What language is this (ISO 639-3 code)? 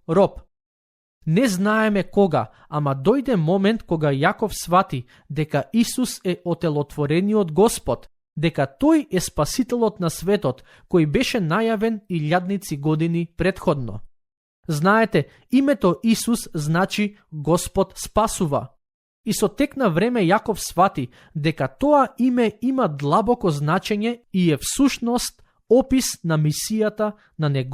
mkd